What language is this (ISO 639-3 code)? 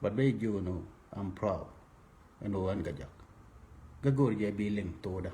nus